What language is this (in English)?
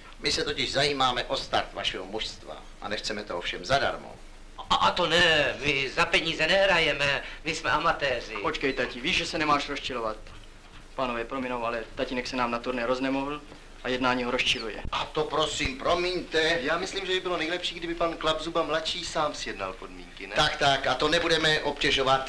Czech